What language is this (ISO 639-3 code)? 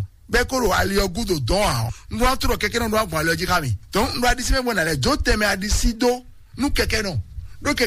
fon